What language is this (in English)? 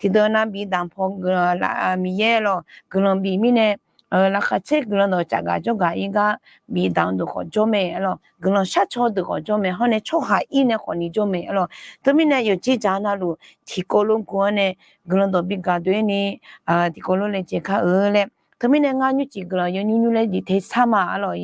Akha